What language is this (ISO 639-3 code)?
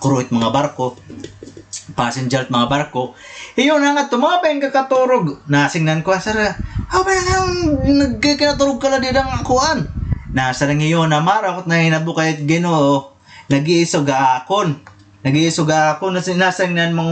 war